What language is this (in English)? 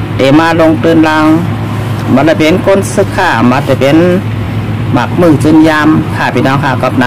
Shan